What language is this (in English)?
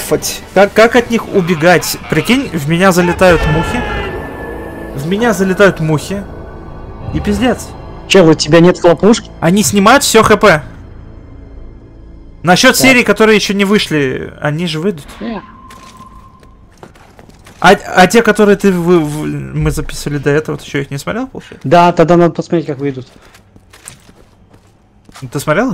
Russian